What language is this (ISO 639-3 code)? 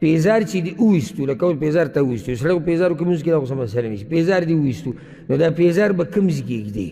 pus